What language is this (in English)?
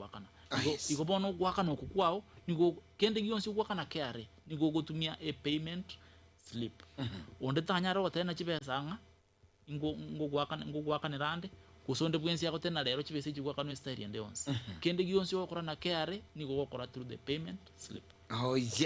Gusii